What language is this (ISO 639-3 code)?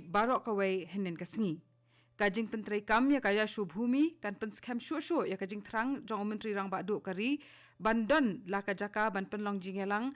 kha